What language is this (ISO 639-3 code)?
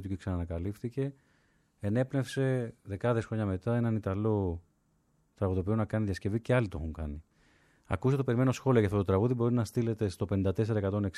ell